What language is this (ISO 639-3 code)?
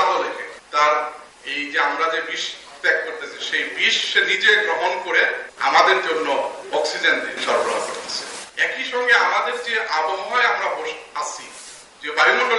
ben